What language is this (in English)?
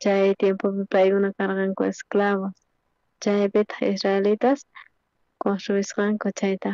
South Bolivian Quechua